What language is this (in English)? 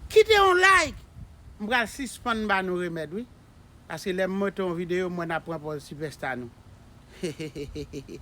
Haitian Creole